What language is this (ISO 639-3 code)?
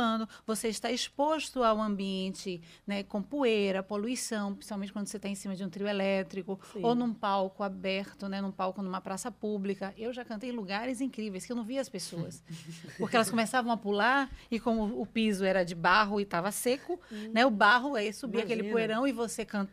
por